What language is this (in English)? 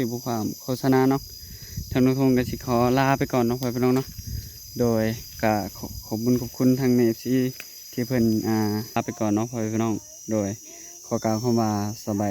Northeastern Thai